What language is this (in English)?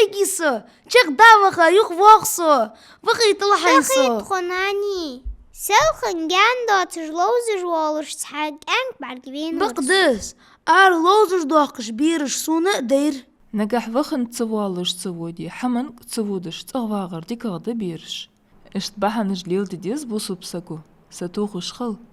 Ingush